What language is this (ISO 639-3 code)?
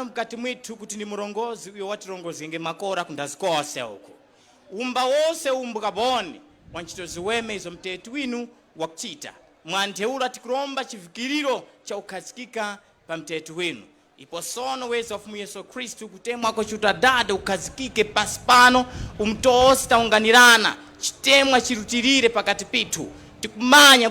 tum